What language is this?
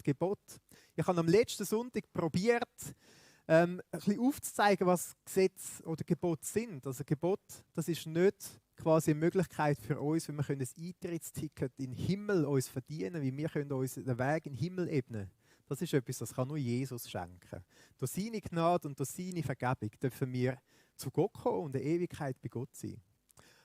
Swiss German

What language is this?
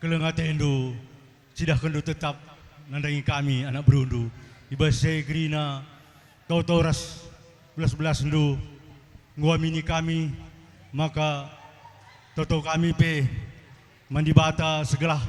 Batak Karo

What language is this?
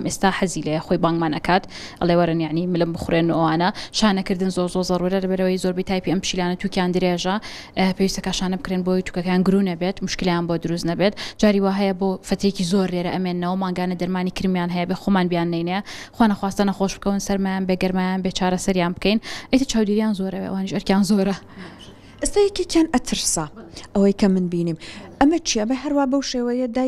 Central Kurdish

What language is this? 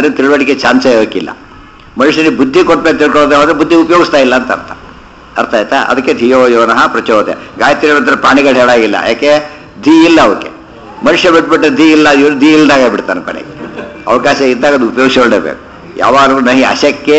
Kannada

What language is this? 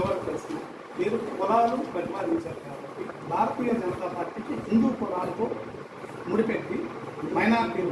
Telugu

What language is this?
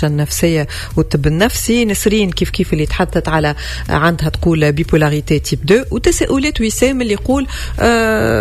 Tunisian Arabic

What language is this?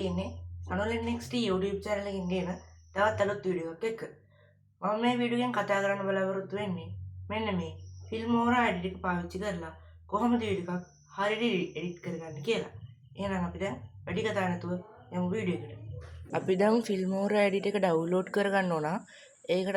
Sinhala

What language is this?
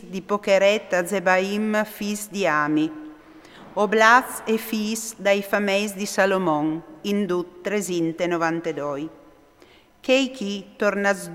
Friulian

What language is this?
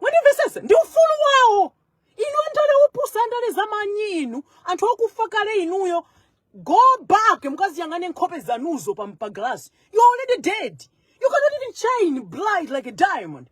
Nyanja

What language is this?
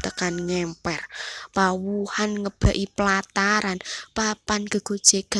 Javanese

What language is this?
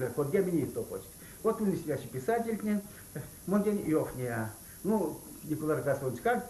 Erzya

